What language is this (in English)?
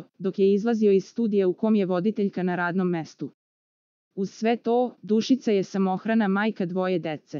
Serbian